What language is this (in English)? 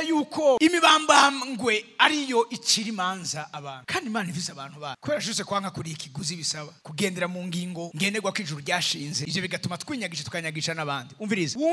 Rundi